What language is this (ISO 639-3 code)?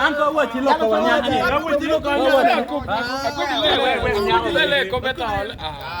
ach